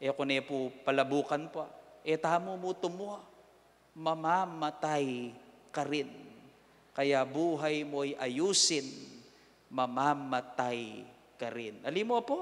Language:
Pampanga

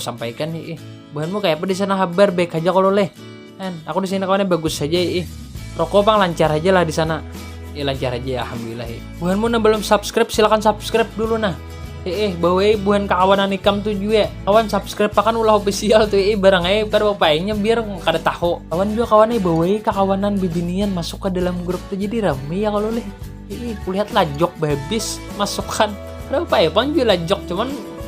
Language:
Banjar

